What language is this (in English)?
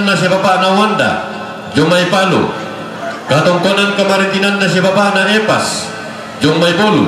Toraja-Sa'dan